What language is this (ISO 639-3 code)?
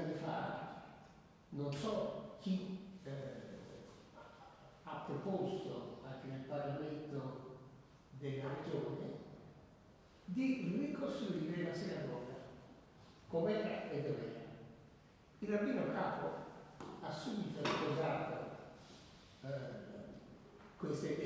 ita